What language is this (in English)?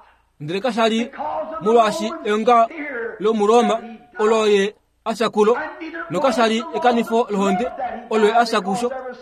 Kuanyama